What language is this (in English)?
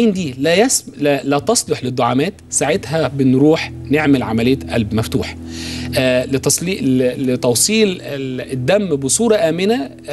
Egyptian Arabic